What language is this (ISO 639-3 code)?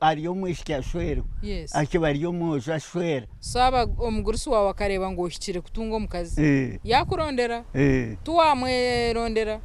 nyn